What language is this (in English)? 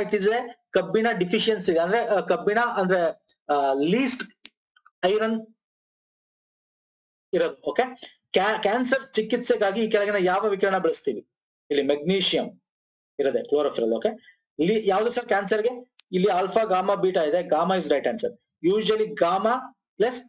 Kannada